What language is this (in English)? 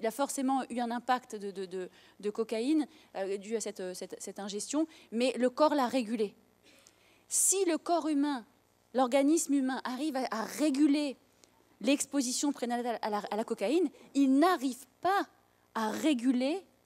French